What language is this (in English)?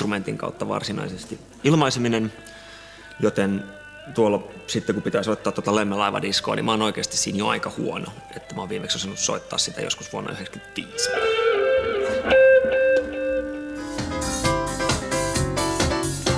Finnish